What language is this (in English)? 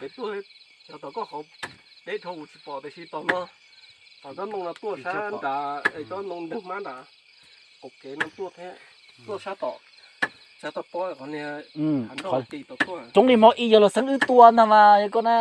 Hmong